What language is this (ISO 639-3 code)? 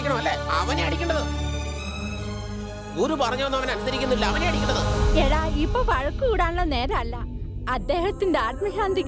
mal